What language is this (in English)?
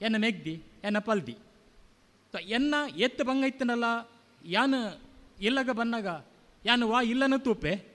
Tulu